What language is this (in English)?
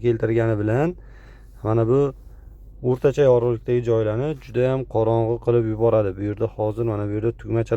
Uzbek